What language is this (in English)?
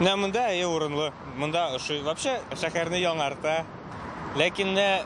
Tatar